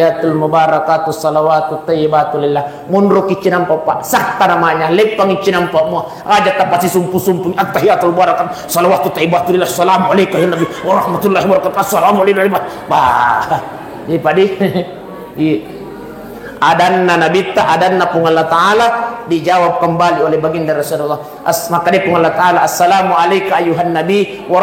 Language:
Buginese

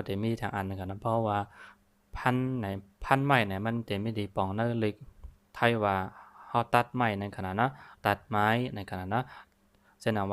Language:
Shan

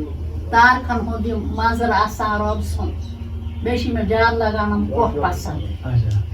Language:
Kashmiri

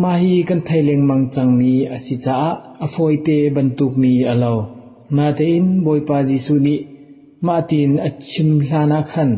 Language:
Hakha Chin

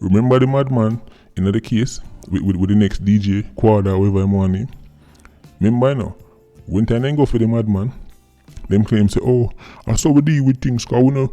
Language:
Jamaican Creole English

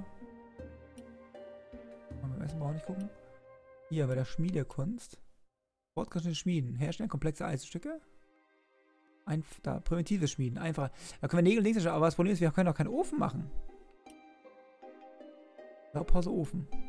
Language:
German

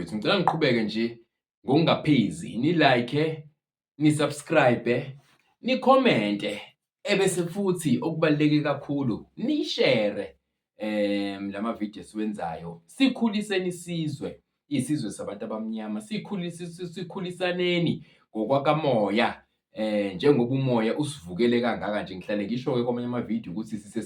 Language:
Zulu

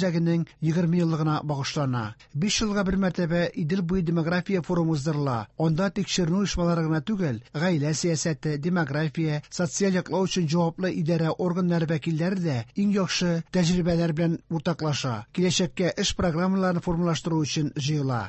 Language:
Tatar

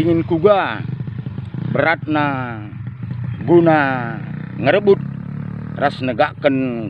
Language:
Batak Karo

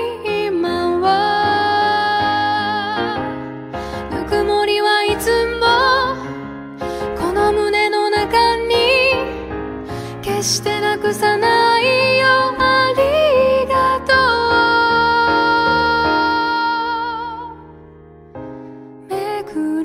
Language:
Japanese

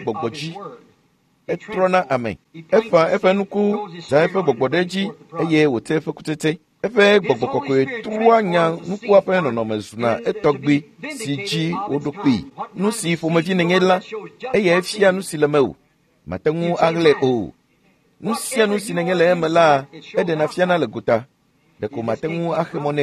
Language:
Ewe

